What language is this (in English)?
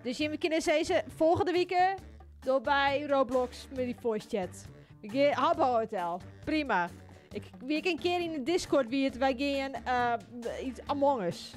Western Frisian